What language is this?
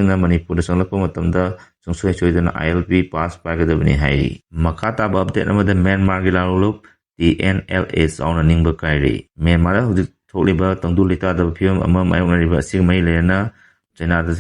Manipuri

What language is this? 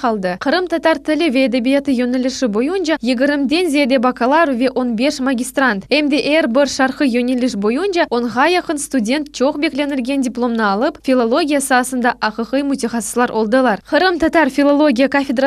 Crimean Tatar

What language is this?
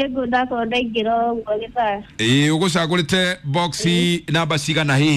Kikuyu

